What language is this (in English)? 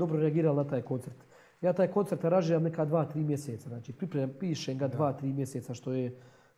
Croatian